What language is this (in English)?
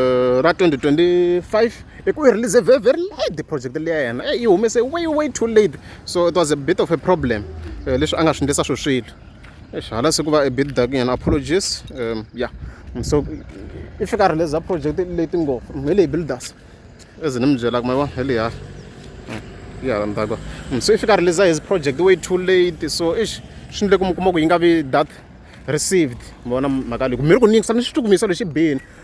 Tsonga